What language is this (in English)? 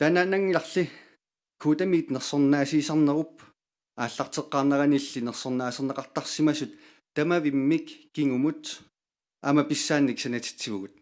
Kalaallisut